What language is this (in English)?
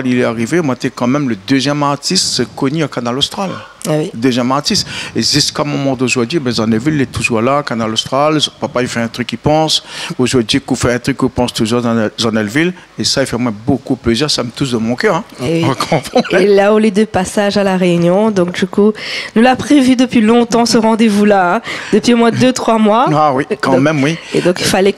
Réunion Creole French